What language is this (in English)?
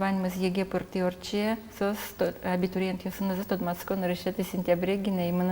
Udmurt